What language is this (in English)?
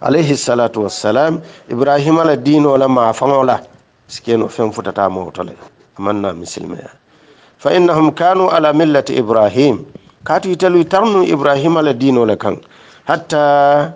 Hausa